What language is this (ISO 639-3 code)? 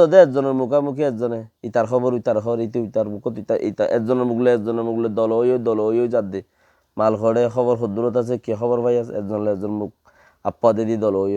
rhg